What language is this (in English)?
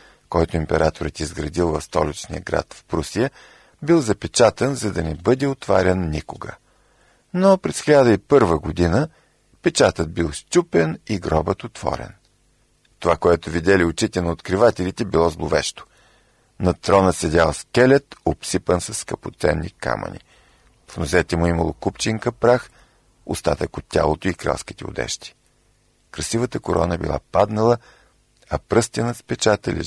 Bulgarian